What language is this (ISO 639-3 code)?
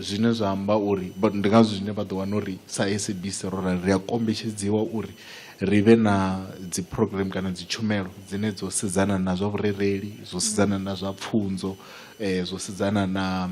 ven